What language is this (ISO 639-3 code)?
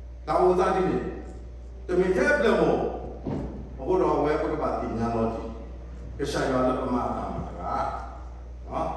ksw